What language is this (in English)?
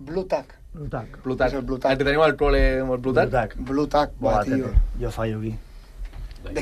Catalan